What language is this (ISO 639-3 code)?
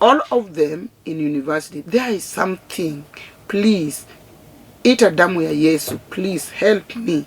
luo